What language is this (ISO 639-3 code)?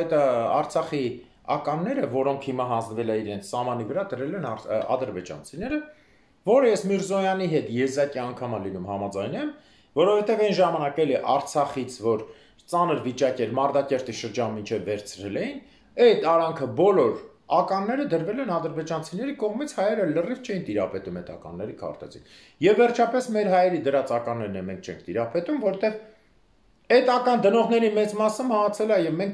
hye